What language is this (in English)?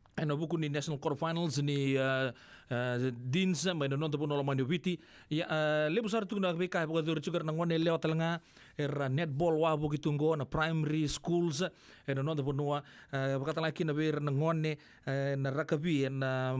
Fijian